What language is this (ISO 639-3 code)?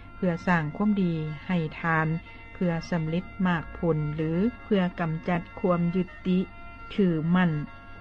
lao